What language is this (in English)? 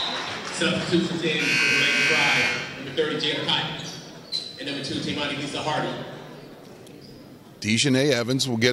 English